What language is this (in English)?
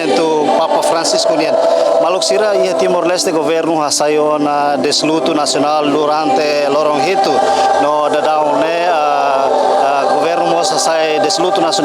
Tetum